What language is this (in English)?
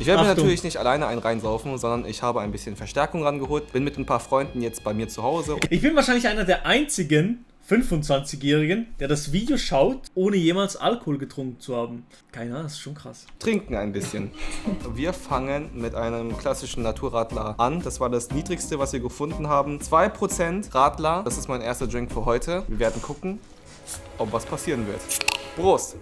Swiss German